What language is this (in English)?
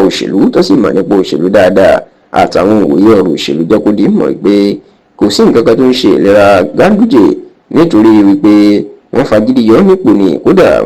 Yoruba